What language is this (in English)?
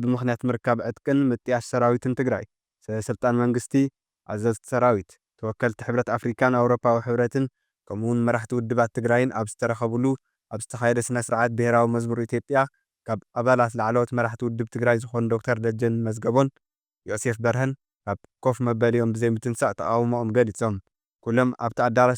Tigrinya